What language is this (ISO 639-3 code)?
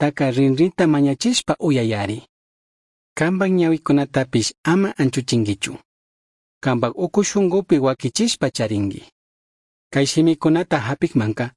qug